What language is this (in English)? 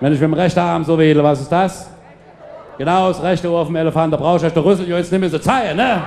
Palatine German